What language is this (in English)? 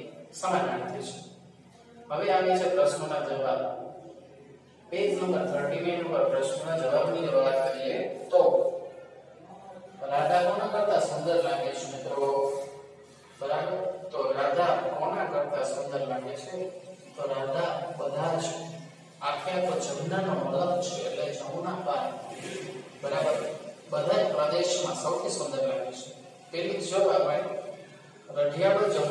Gujarati